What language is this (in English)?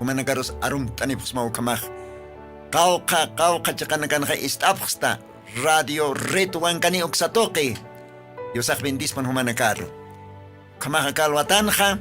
Aymara